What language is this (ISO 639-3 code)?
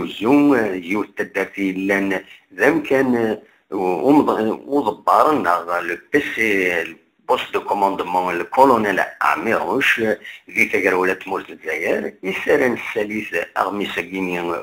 kab